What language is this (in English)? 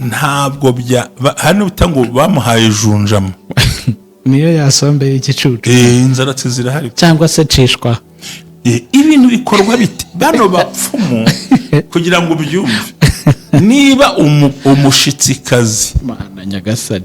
Kinyarwanda